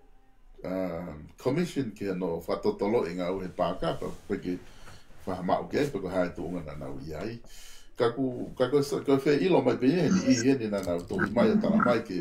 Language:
Tongan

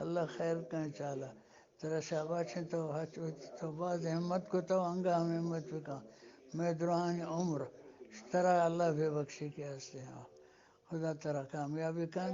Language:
Eastern Balochi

